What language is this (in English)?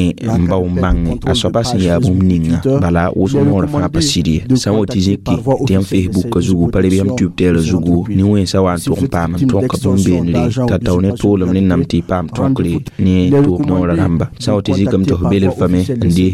Mossi